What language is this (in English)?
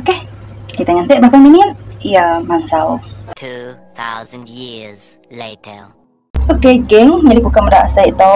Iban